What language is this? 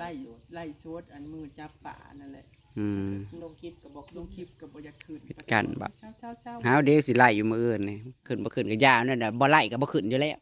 Northeastern Thai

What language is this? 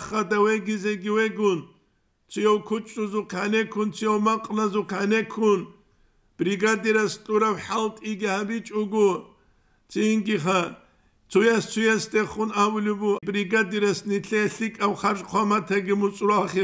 Avaric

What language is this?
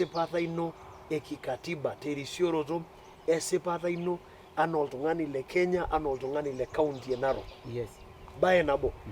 Masai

